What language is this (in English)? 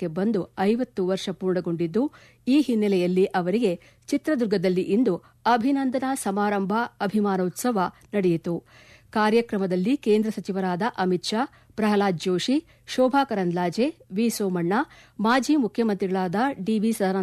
Kannada